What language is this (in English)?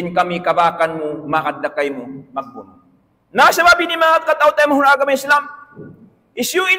Tausug